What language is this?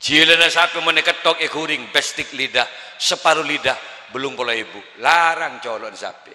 Madurese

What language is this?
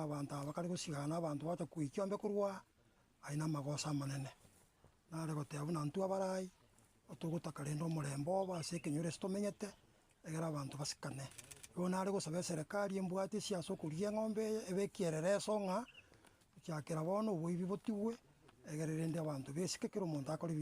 Gusii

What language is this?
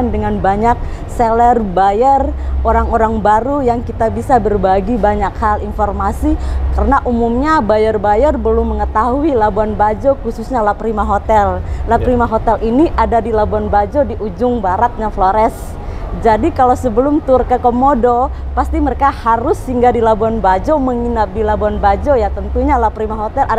Indonesian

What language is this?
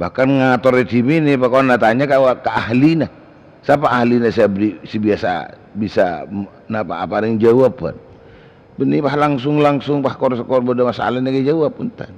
Madurese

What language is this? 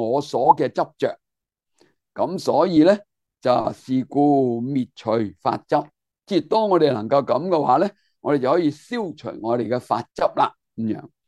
Cantonese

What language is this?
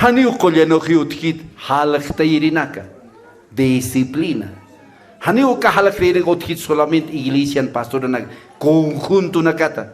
Aymara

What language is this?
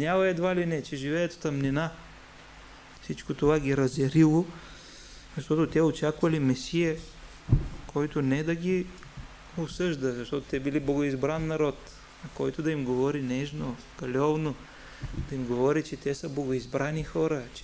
Bulgarian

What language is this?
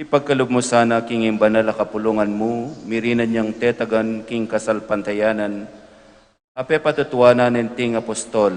Pampanga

